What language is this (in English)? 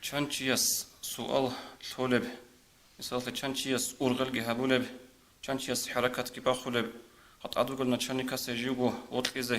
Avaric